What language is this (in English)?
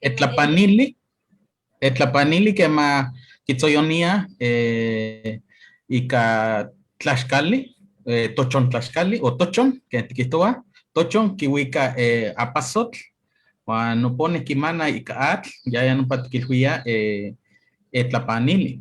Eastern Huasteca Nahuatl